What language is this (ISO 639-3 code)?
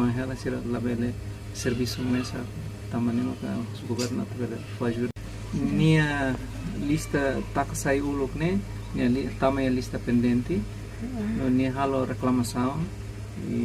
tet